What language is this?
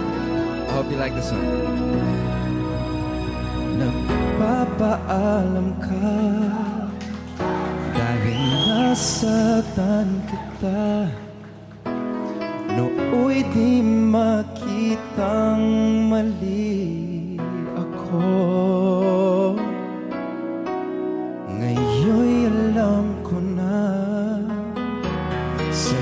Filipino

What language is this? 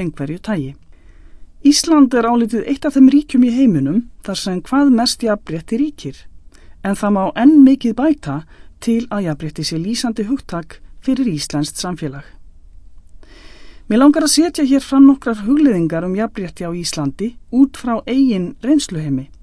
Icelandic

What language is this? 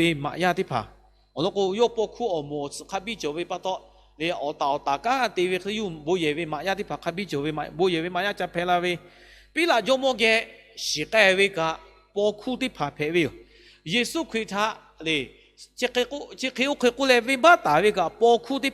Lahu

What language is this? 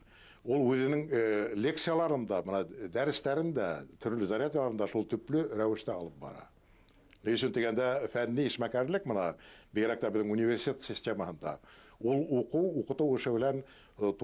Bashkir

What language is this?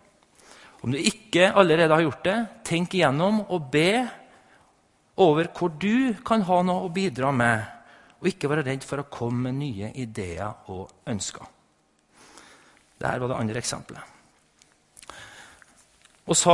Norwegian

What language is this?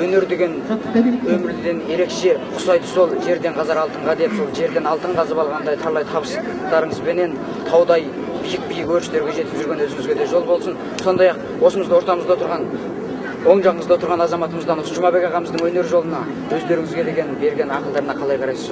Kazakh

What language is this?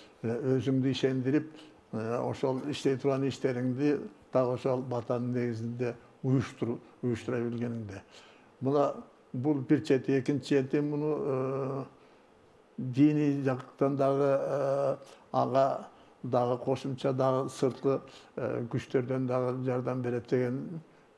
Kyrgyz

